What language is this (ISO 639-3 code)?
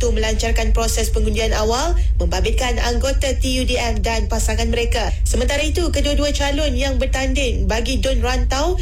msa